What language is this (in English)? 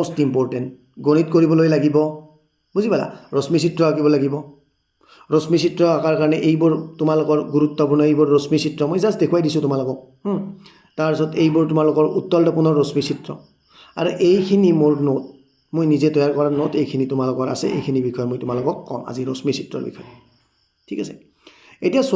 Assamese